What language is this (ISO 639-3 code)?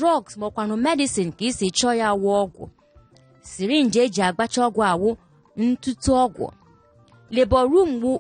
ibo